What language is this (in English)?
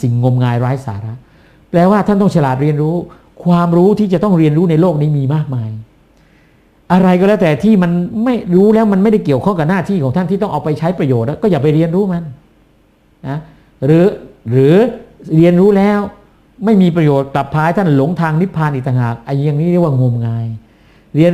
Thai